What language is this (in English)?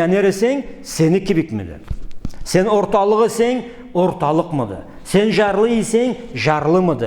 Karachay-Balkar